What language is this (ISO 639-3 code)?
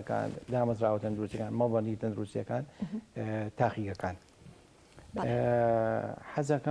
ckb